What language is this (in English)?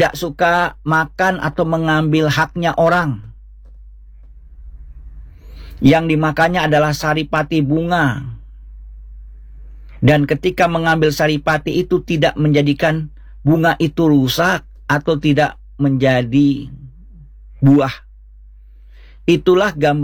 Indonesian